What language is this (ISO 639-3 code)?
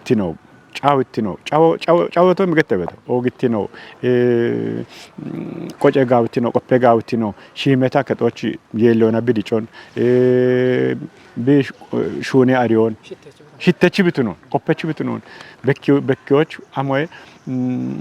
kbr